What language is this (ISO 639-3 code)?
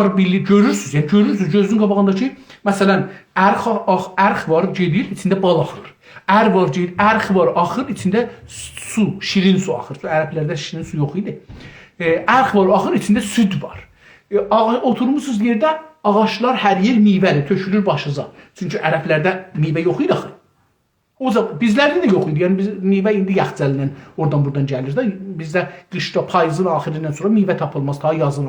azb